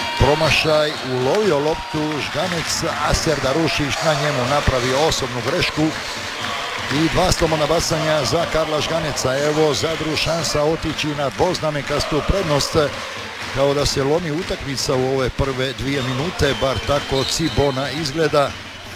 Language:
Croatian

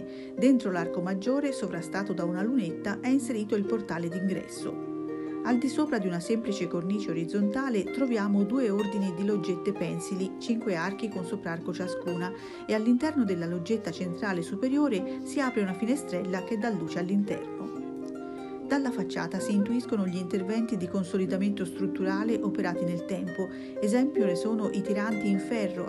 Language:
Italian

